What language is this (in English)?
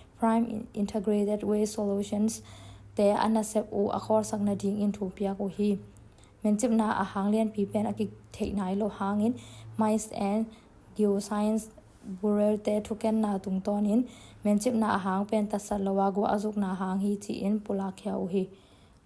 Tedim Chin